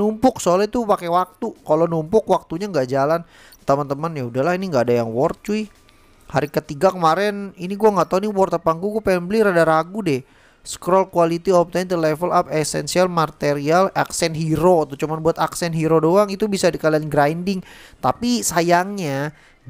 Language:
Indonesian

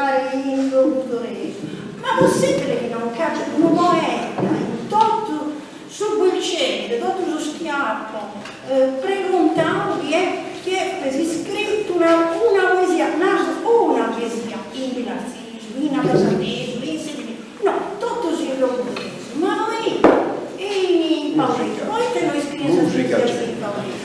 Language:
Sardinian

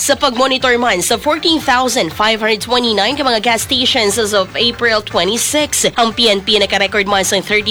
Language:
Hiligaynon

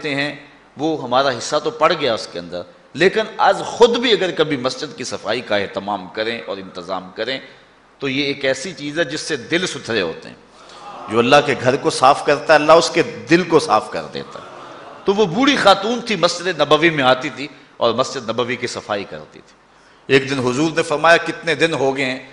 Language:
Urdu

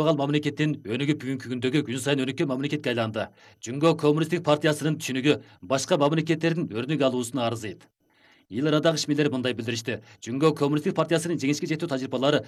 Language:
Kyrgyz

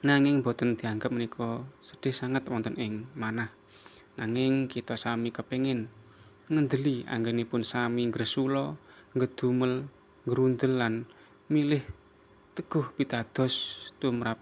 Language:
Javanese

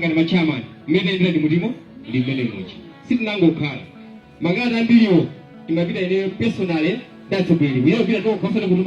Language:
Nyanja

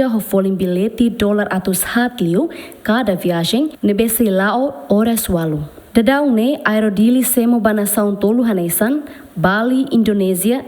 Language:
Tetum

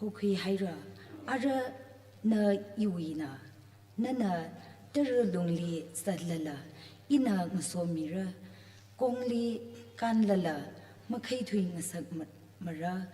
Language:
Tangkhul Naga (India)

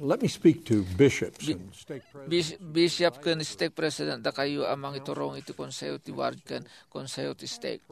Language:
Iloko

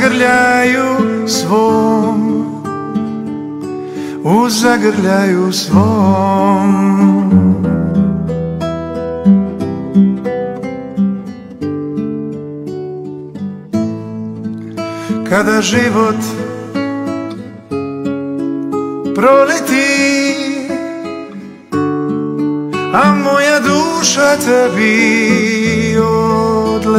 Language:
Croatian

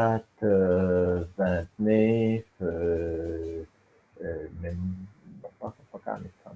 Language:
Morisyen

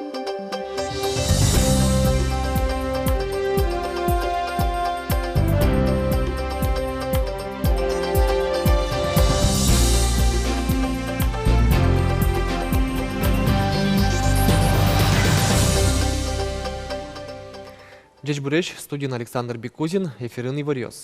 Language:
Udmurt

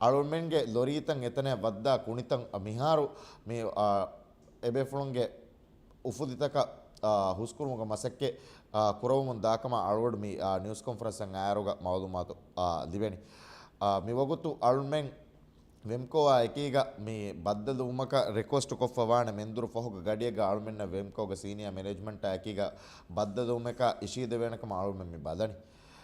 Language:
Divehi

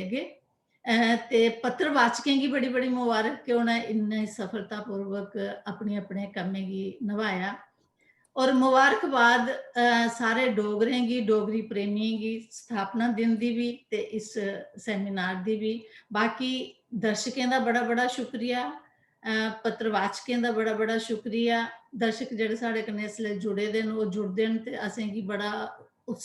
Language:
Dogri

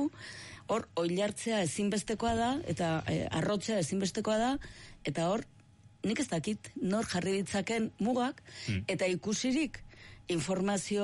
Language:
Basque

